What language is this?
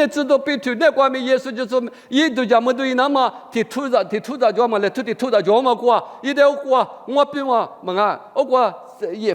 Lisu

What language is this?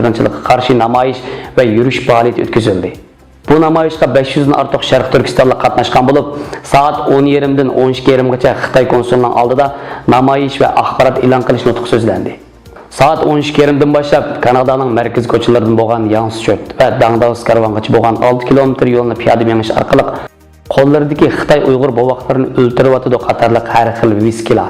Uyghur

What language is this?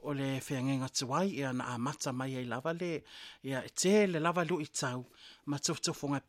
Samoan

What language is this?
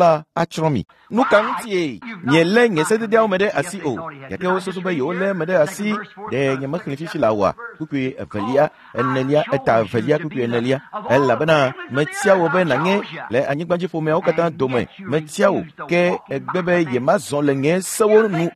Ewe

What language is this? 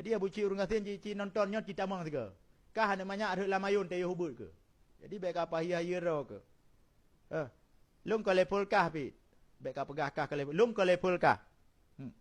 Achinese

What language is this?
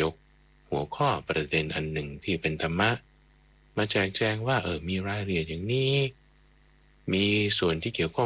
Thai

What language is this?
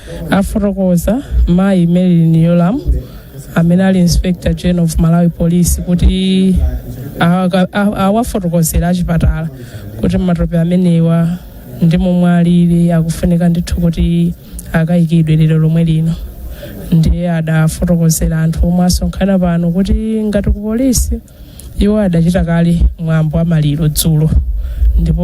Nyanja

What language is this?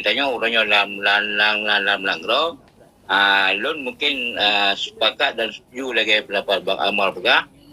Achinese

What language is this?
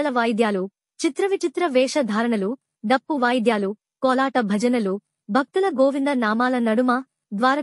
Telugu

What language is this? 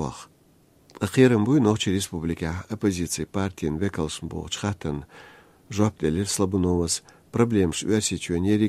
Chechen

